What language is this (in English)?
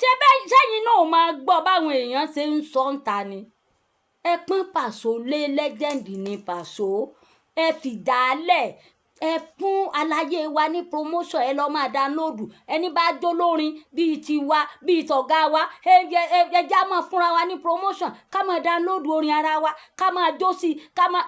Yoruba